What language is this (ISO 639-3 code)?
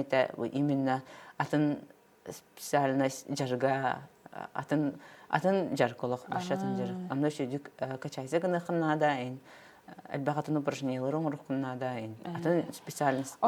sah